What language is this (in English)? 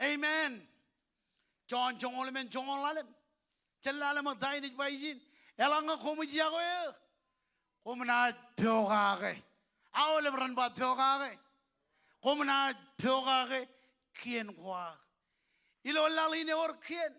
Marshallese